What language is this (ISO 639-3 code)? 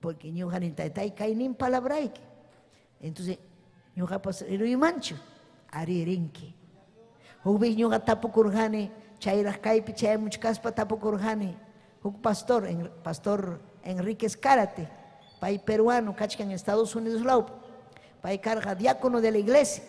quy